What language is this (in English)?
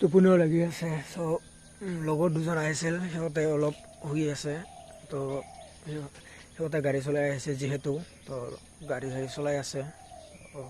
Assamese